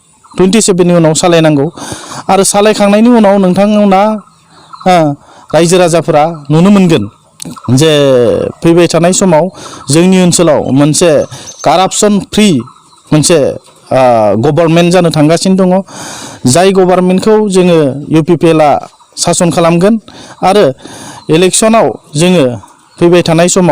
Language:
Bodo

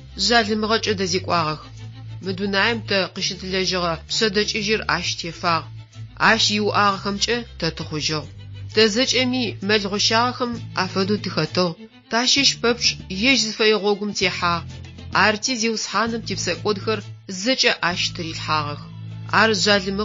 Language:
Adyghe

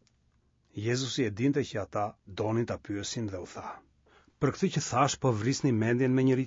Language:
Albanian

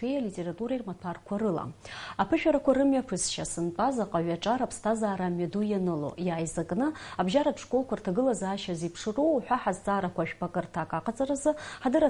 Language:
Abkhazian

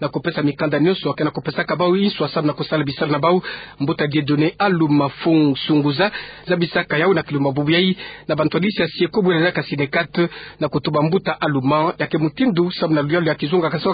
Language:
Kituba (Democratic Republic of Congo)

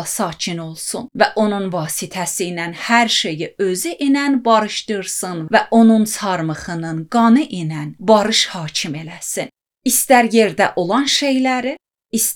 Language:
Azerbaijani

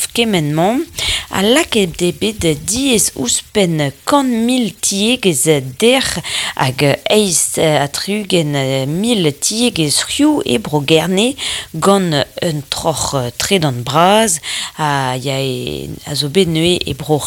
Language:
Breton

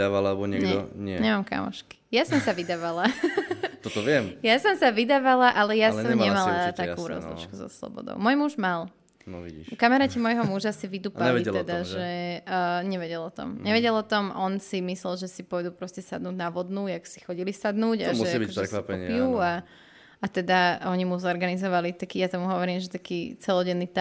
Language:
Slovak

